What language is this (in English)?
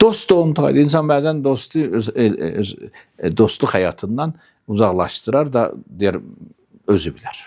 Azerbaijani